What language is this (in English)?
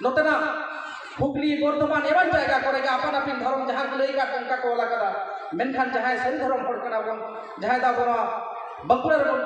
Santali